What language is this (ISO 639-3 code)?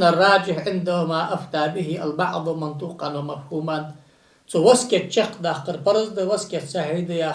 inh